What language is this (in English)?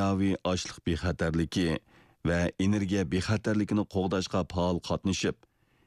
Uyghur